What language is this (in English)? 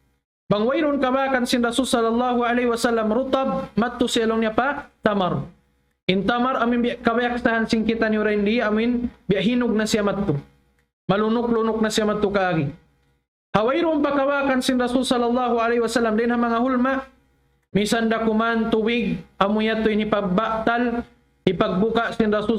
Tausug